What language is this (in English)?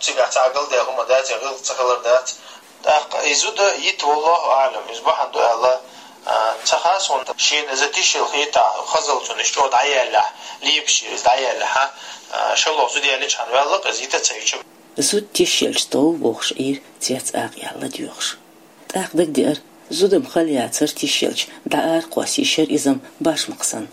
Chechen